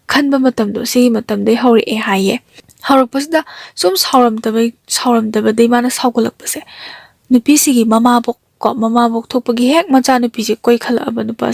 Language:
Manipuri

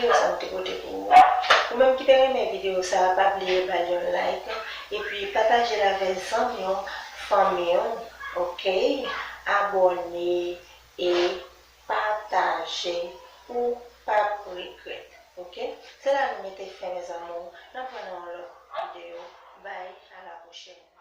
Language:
Haitian Creole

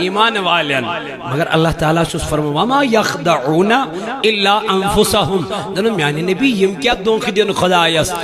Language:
Kashmiri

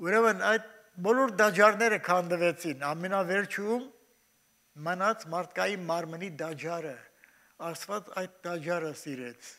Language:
Armenian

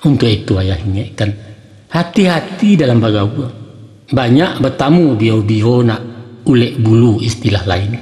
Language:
Minangkabau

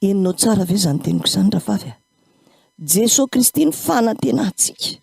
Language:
Malagasy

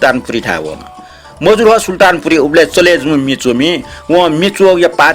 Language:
Newari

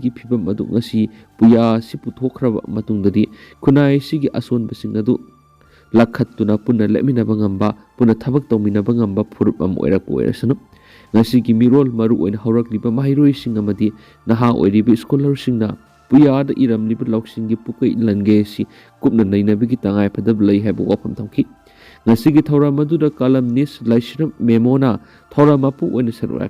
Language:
Manipuri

